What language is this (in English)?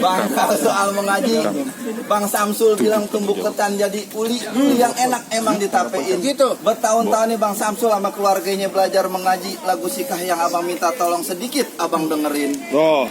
Betawi